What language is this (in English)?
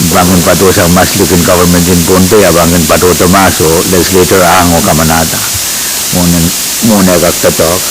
Pohnpeian